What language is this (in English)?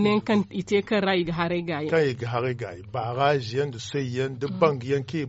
Zarma